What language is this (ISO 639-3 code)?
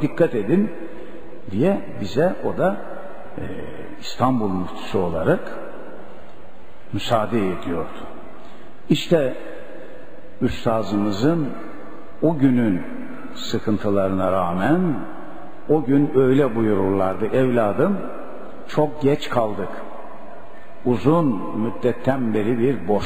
tur